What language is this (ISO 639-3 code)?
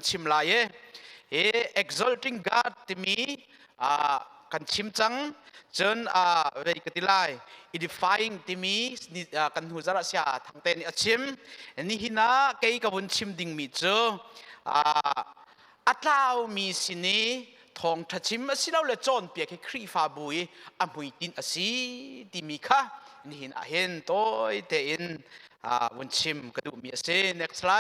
cnh